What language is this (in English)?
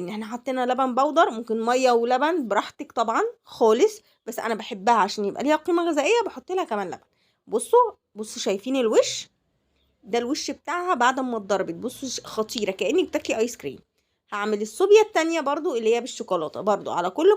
Egyptian Arabic